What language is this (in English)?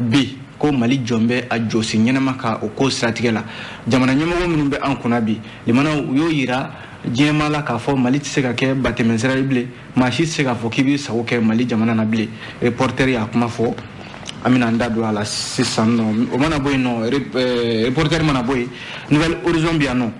Bambara